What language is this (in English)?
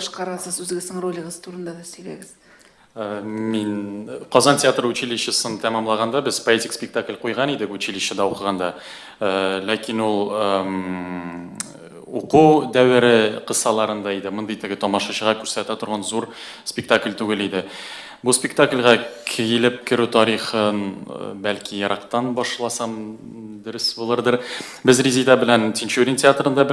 Tatar